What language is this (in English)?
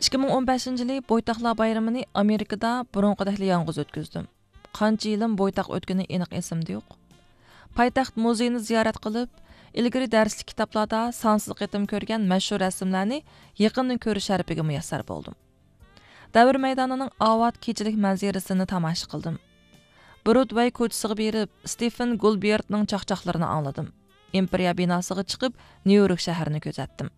Uyghur